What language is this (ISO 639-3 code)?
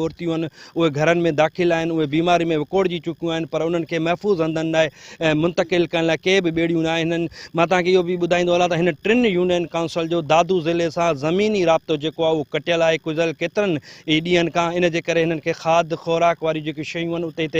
snd